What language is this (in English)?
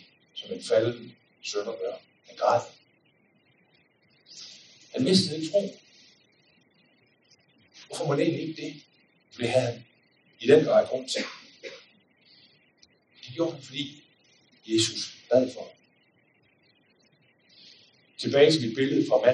Danish